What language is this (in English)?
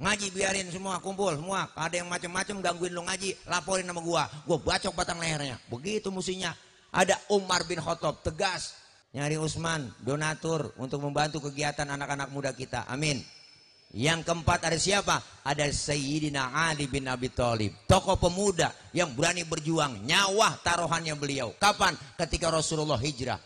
Betawi